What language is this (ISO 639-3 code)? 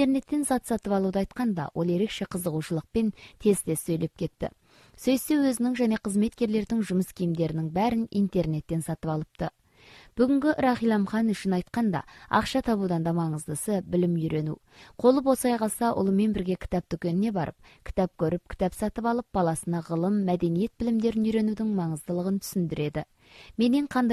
kaz